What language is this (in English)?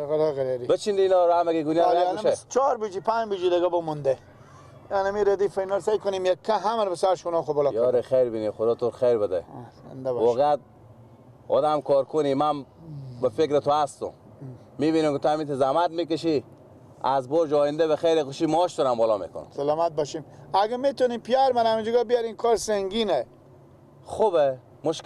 Persian